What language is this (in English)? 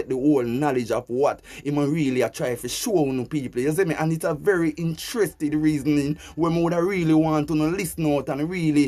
Jamaican Creole English